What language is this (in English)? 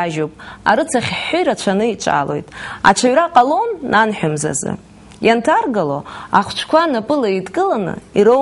Abkhazian